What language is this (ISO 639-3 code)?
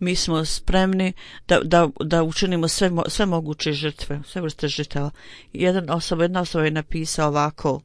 bos